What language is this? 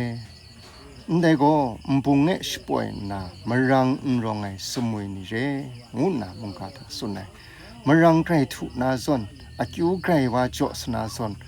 Kachin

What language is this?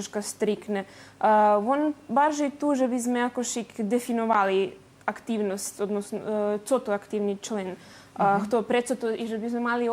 Rusyn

